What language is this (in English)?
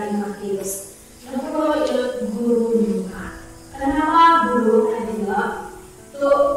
Central Dusun